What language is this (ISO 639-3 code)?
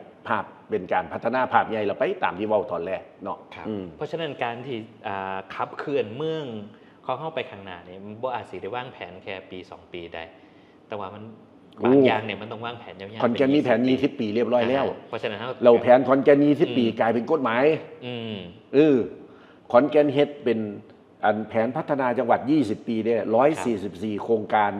tts